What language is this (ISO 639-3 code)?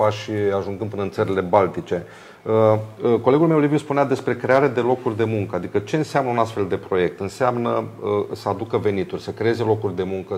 ron